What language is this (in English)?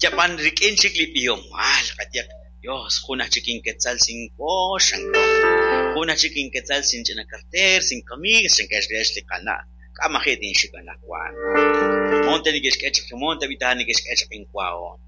Kekchí